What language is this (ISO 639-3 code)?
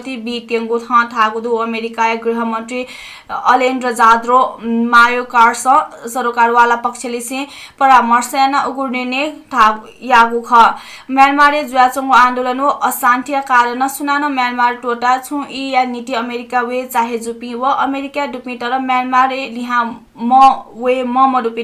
new